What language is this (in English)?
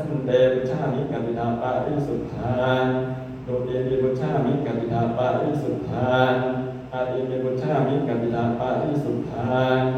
Pali